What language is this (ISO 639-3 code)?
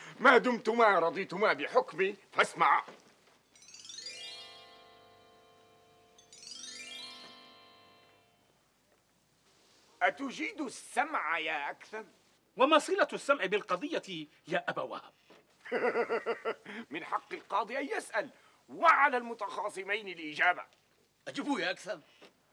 ara